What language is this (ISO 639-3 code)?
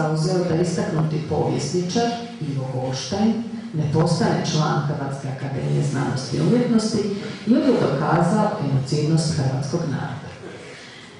hrv